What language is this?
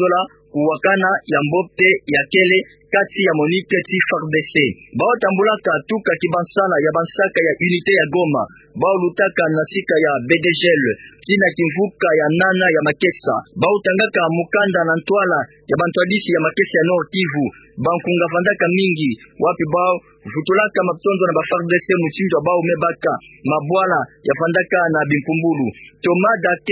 Kituba (Democratic Republic of Congo)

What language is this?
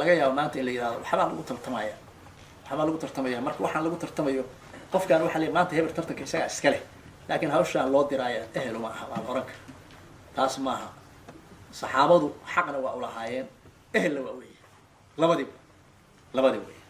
Somali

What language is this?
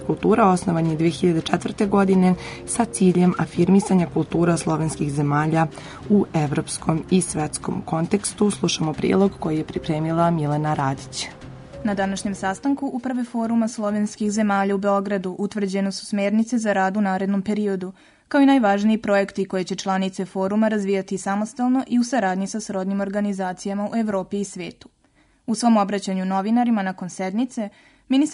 Serbian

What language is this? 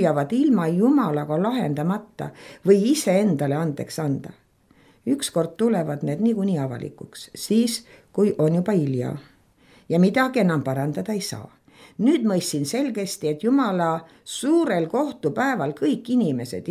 Estonian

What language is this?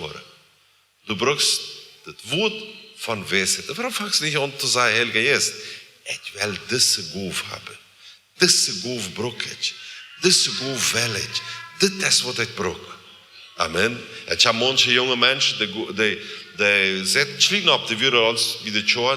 Plautdietsch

